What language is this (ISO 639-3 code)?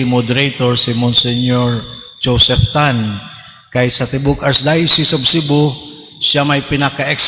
ceb